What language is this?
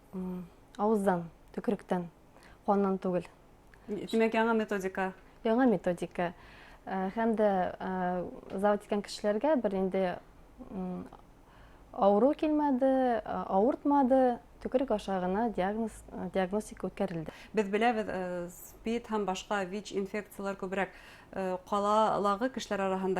Bashkir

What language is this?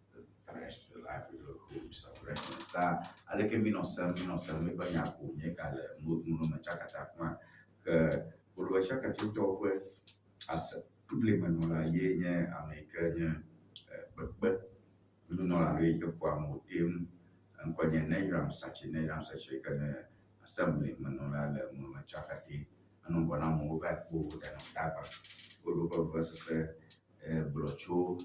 Ewe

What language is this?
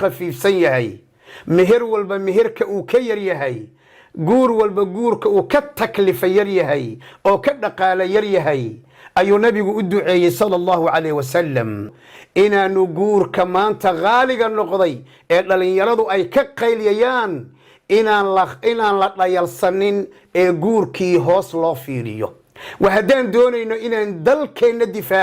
Somali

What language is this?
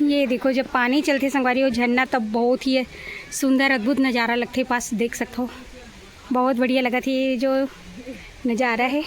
Chhattisgarhi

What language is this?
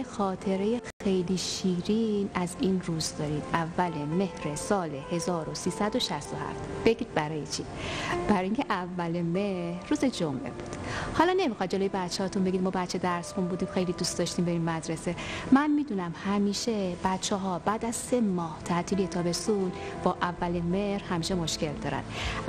Persian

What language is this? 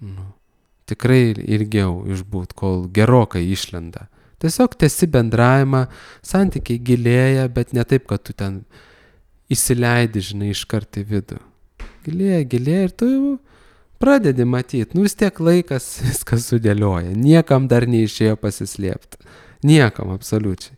Lithuanian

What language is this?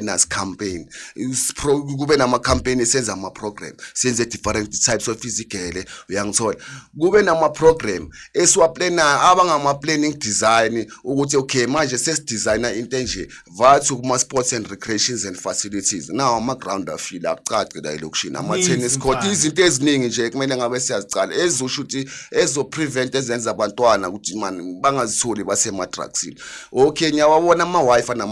Zulu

